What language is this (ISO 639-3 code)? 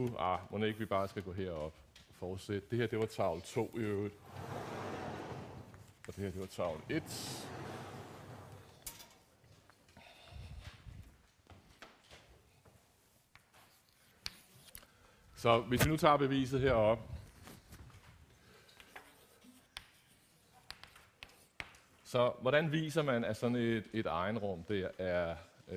dan